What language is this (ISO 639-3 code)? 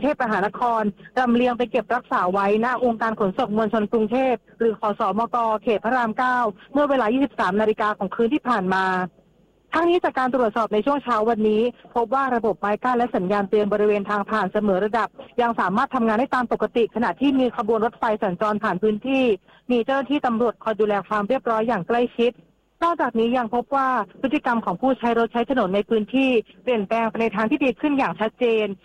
tha